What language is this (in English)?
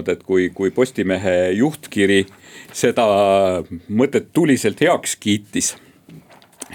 Estonian